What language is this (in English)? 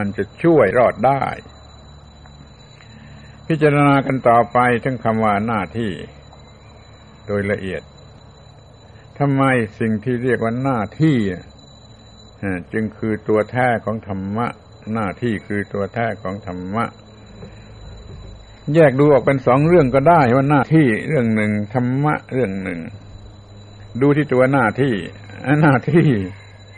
Thai